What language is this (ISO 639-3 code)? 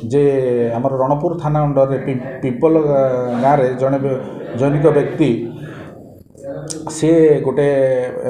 ori